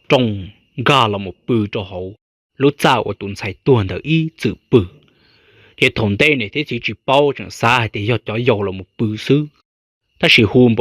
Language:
Hmong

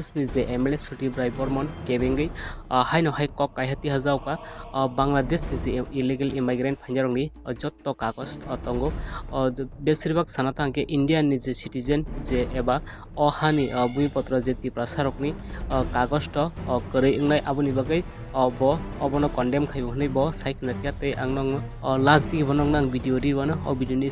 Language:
Kok Borok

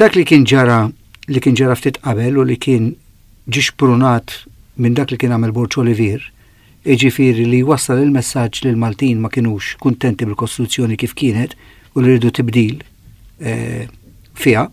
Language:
Maltese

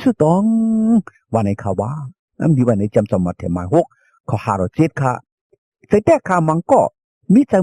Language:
Shan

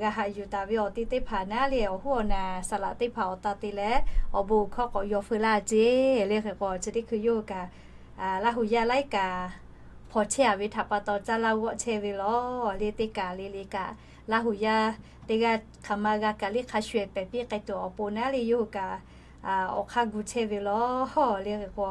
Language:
Lahu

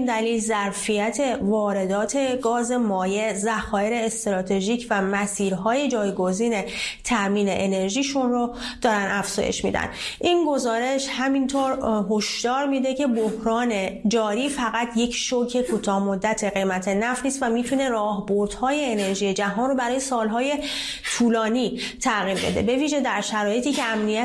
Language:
Persian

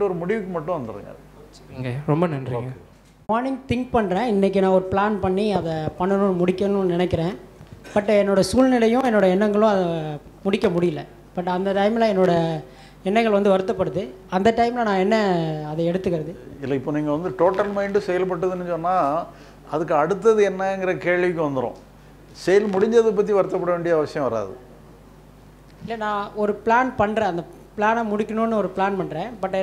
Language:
Tamil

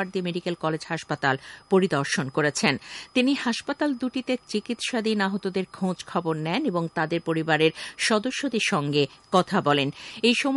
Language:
Bangla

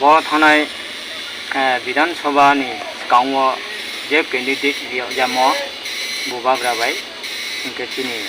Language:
Riang (India)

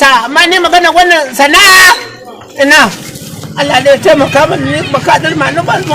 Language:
Hausa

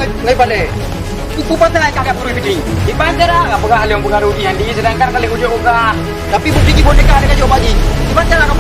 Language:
Achinese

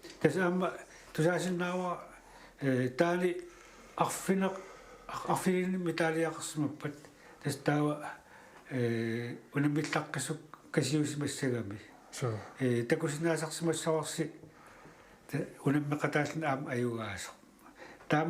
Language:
Kalaallisut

